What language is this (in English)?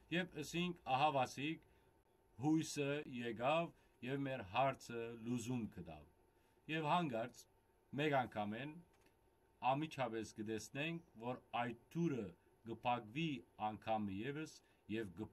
Western Armenian